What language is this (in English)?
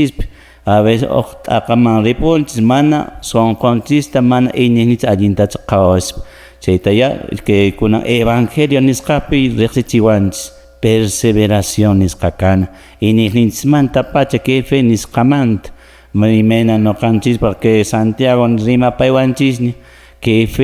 Quechua